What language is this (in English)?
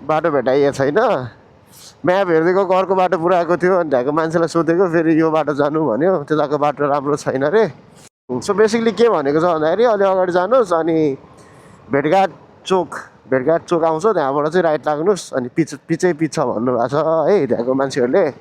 Nepali